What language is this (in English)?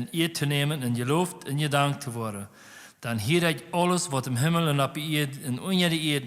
Plautdietsch